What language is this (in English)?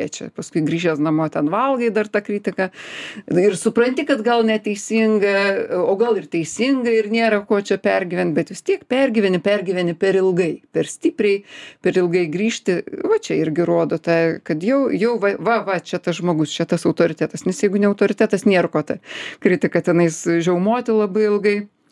Lithuanian